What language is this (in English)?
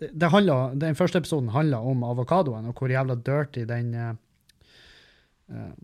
Norwegian